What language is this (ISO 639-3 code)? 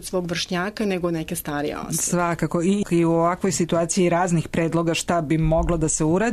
srp